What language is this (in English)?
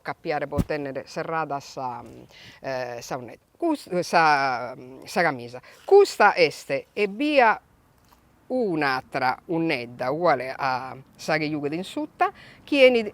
Sardinian